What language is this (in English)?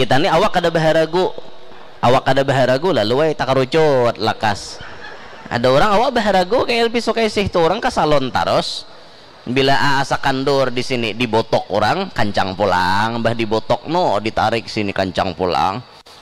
Banjar